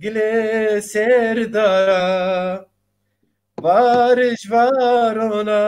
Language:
Zaza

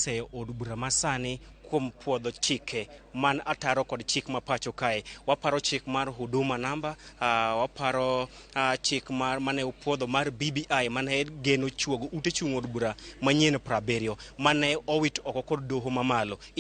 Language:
Luo (Kenya and Tanzania)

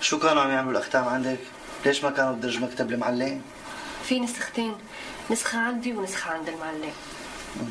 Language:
North Levantine Arabic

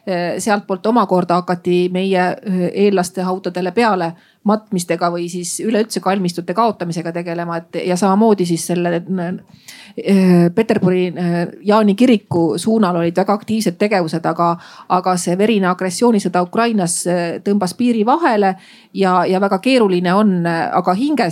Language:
Estonian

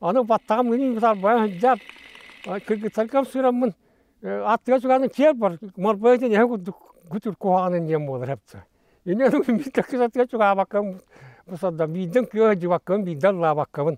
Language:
Yakut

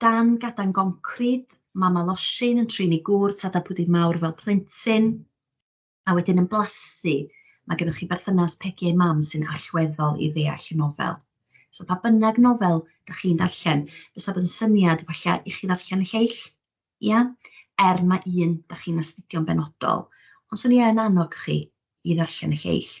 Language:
Welsh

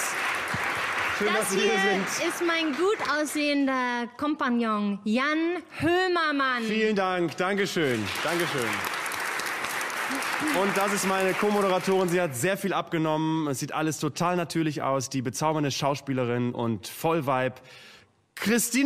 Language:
German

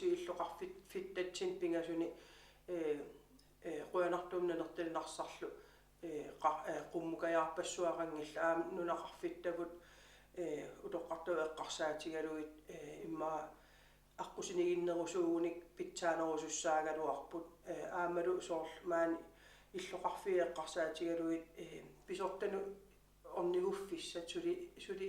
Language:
Kalaallisut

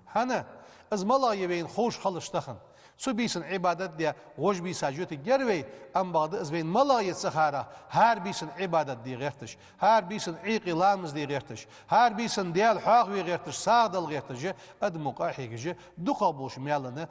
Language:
Ingush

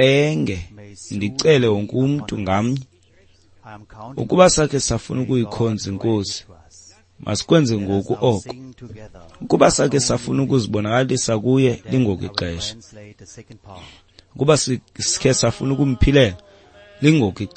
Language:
Xhosa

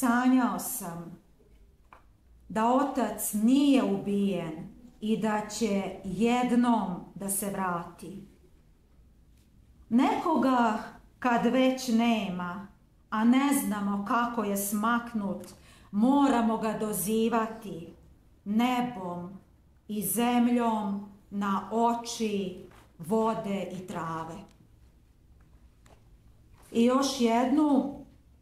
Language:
Serbian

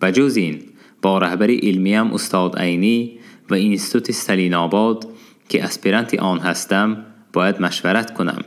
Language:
Tajik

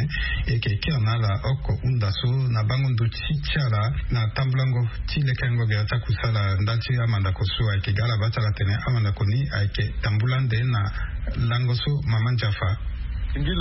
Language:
Sango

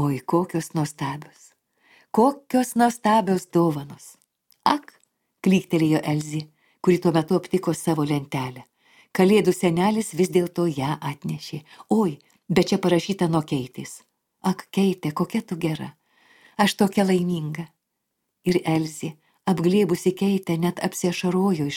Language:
Lithuanian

